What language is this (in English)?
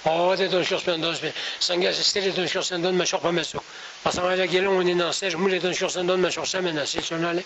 Ladakhi